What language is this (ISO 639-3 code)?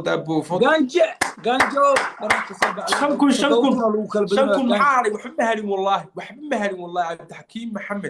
som